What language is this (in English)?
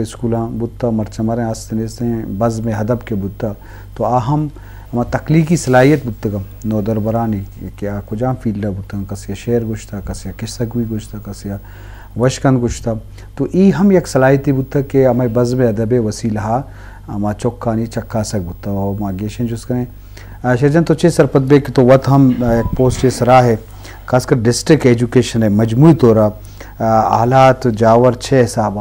Eastern Balochi